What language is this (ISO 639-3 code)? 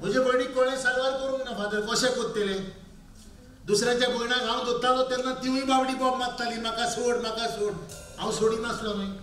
kok